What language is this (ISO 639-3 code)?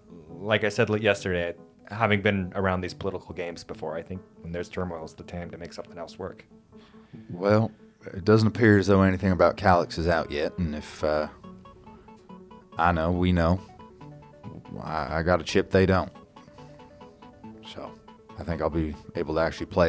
eng